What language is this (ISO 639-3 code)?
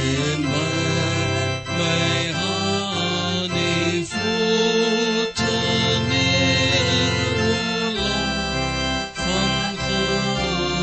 afr